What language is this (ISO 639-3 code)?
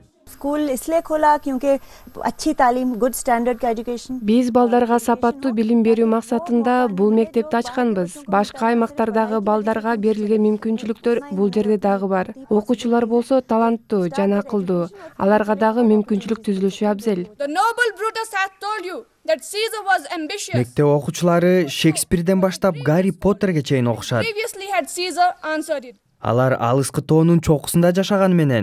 kir